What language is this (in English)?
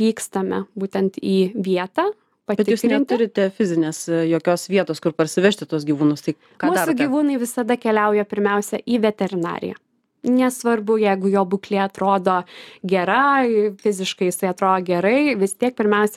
Lithuanian